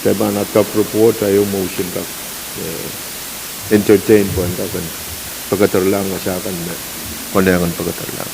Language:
Pohnpeian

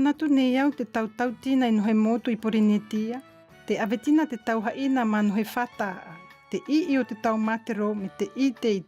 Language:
Tahitian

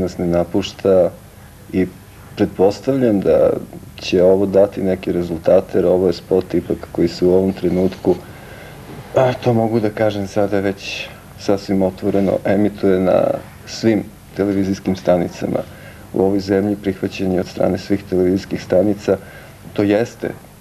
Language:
Serbian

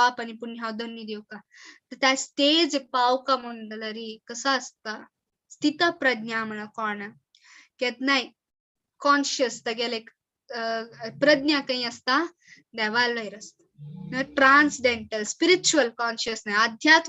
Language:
Konkani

